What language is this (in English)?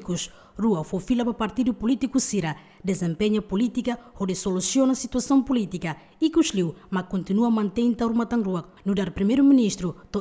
Tetum